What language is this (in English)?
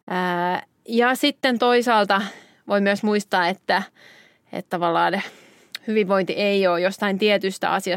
Finnish